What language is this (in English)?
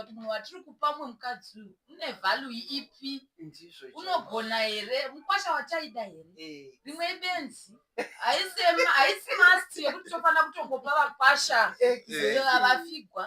Shona